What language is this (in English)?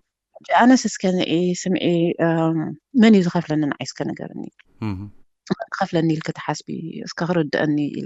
Tigrinya